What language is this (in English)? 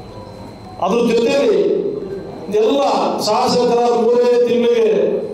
Kannada